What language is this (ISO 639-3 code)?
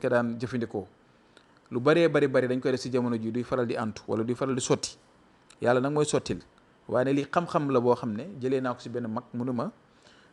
wol